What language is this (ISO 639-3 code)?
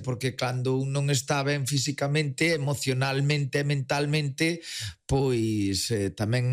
glg